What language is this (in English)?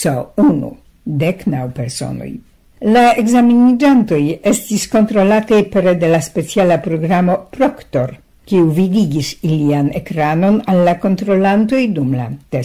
Esperanto